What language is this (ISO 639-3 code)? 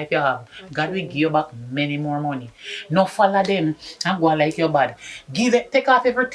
jam